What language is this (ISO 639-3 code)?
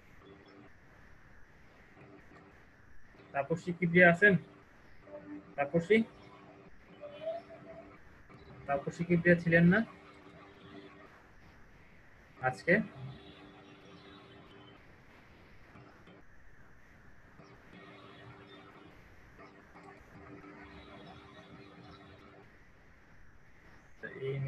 ben